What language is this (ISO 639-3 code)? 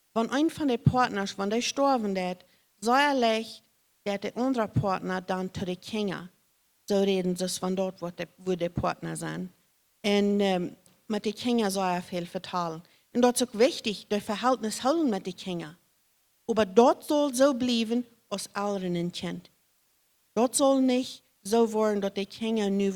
pdt